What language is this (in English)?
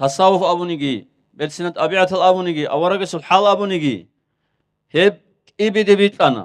Avaric